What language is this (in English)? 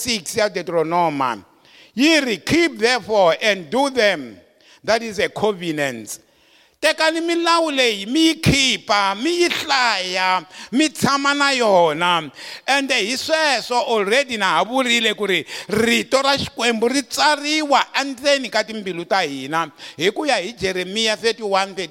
Tsonga